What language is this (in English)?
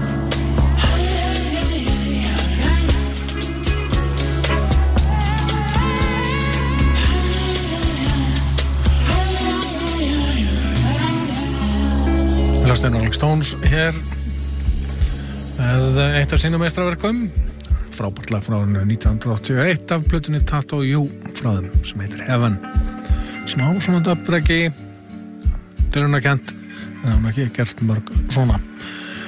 Icelandic